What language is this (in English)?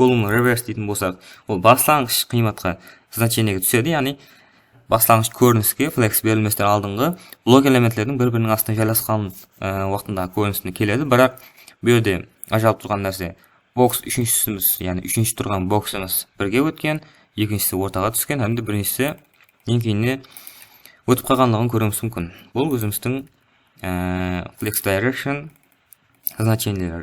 Kara-Kalpak